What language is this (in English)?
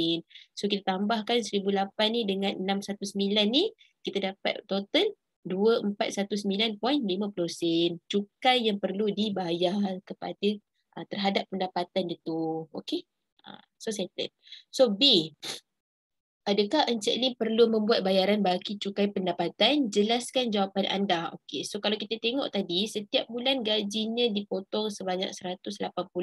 Malay